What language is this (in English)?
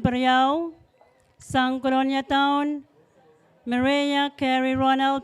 Pohnpeian